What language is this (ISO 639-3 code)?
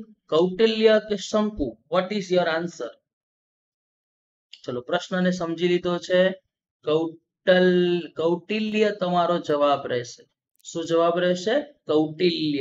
guj